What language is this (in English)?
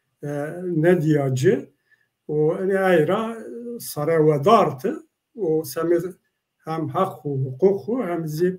Zaza